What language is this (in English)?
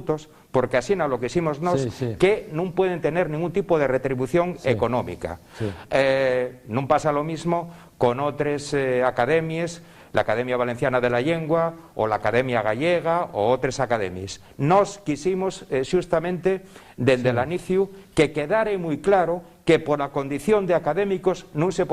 Asturian